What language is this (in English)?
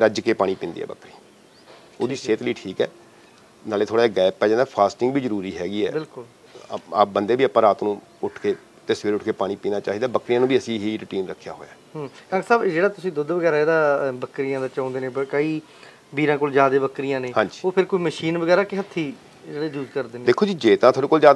Punjabi